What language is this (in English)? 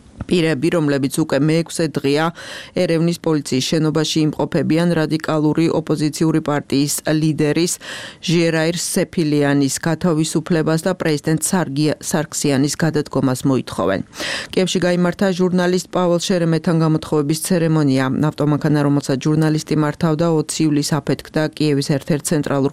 Georgian